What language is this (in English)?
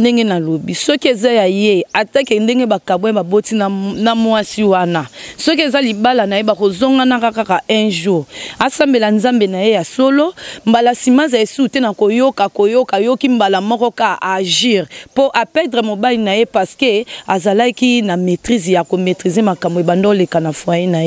Lingala